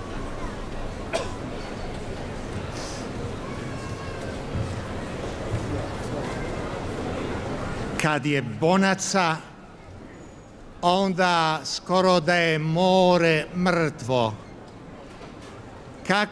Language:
Croatian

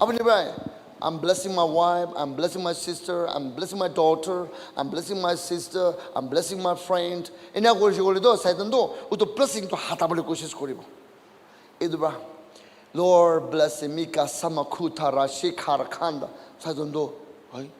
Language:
Naga Pidgin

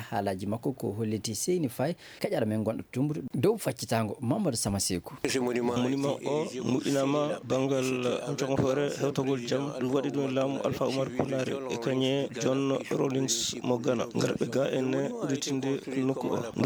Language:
Fula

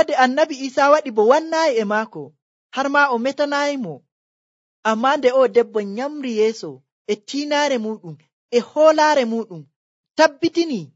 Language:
Nigerian Fulfulde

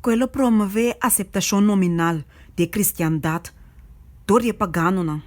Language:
Papiamento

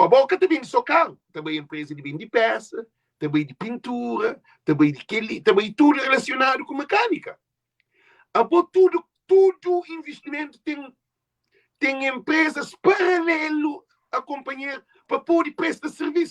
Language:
Kabuverdianu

